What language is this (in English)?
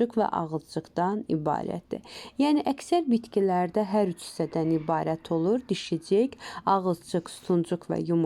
Azerbaijani